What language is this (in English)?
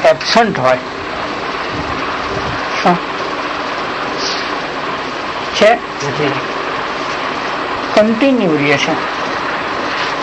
Gujarati